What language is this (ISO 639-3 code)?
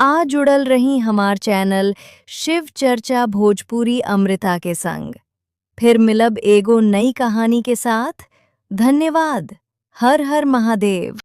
bho